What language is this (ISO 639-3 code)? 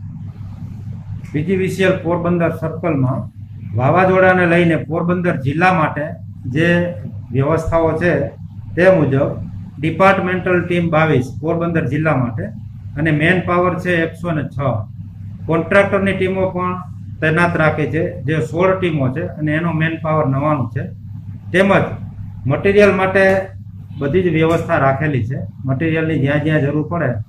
guj